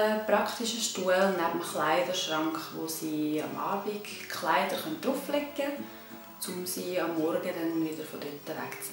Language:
Swiss German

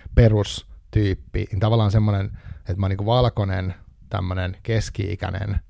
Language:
Finnish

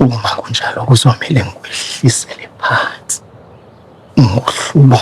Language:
Zulu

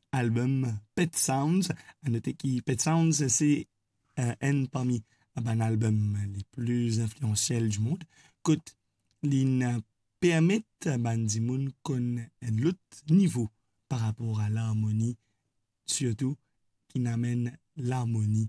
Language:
Morisyen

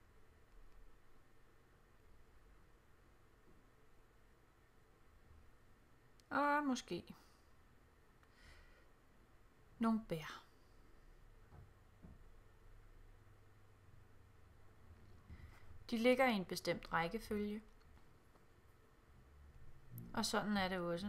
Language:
Danish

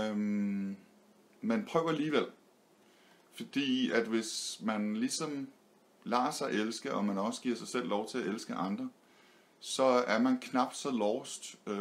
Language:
Danish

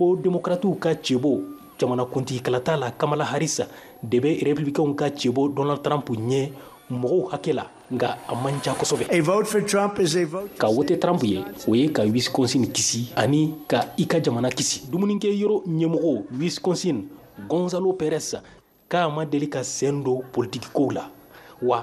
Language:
Bambara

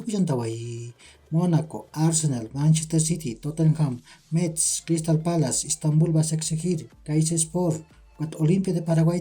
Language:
Aymara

